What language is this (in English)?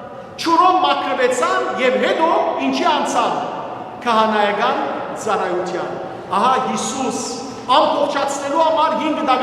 Western Armenian